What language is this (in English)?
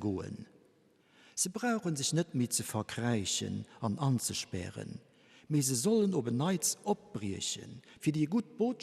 Luxembourgish